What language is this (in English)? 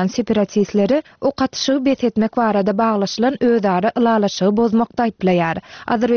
Turkmen